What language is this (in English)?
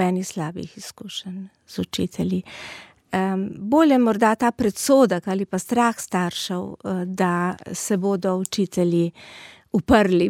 Slovenian